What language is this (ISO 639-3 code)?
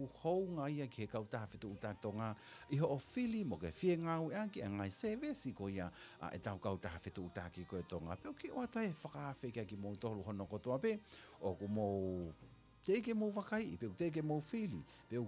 ton